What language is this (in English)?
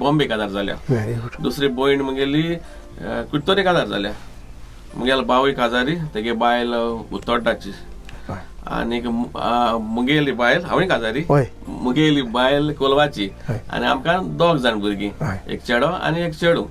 Konkani